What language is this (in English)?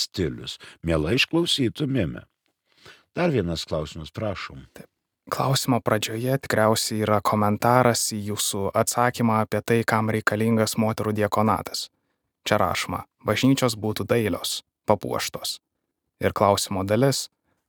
Lithuanian